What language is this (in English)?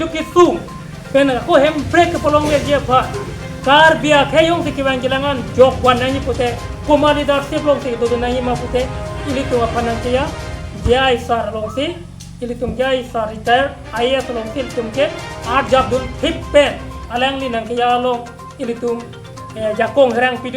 Karbi